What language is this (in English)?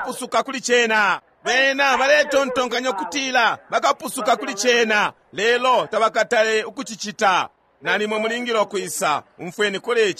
Bemba